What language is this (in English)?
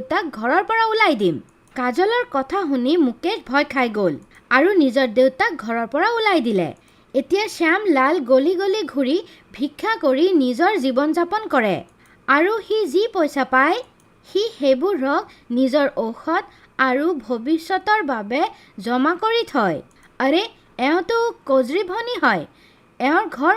Assamese